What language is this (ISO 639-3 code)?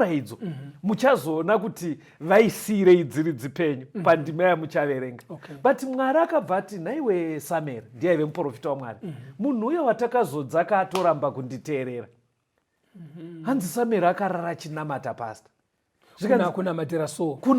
sna